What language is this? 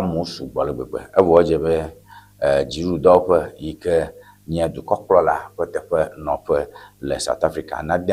Ewe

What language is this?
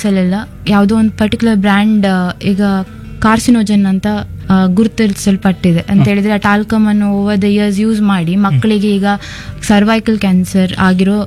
Kannada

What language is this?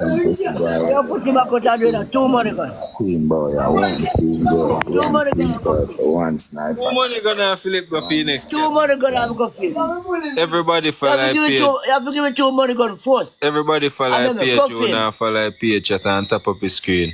Jamaican Creole English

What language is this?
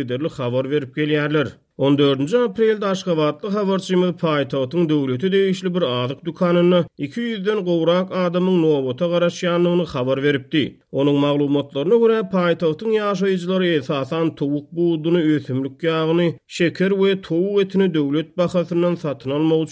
Turkmen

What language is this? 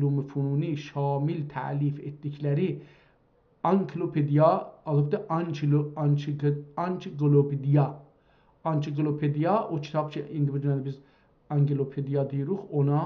South Azerbaijani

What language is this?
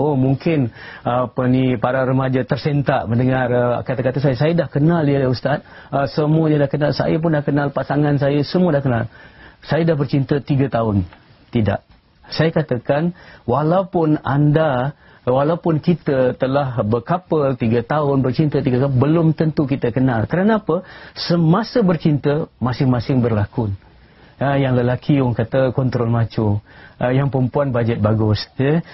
Malay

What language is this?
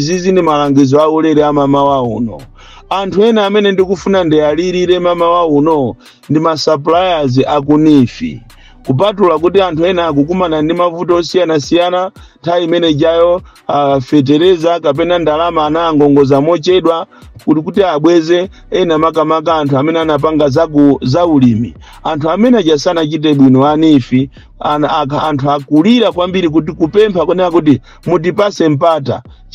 Nyanja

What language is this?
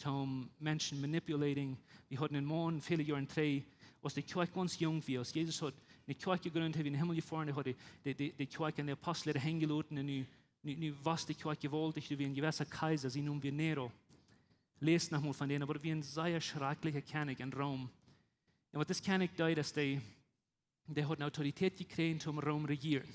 Plautdietsch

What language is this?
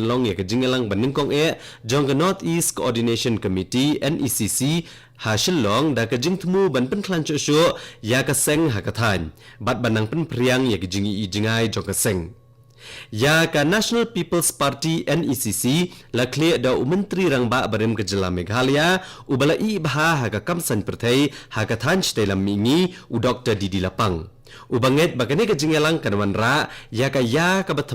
Khasi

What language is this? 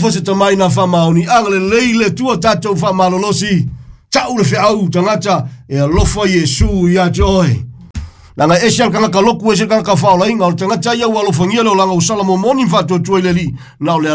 Samoan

